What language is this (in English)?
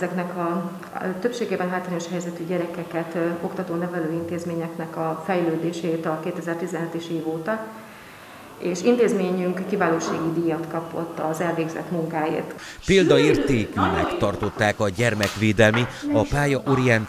Hungarian